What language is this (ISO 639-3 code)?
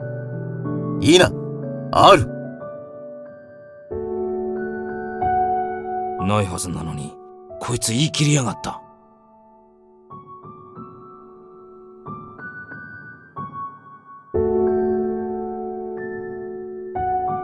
jpn